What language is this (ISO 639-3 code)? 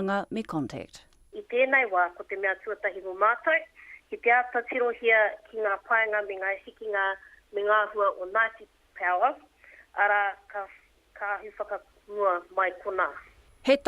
mri